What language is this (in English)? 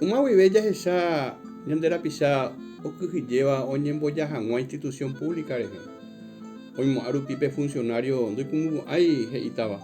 Guarani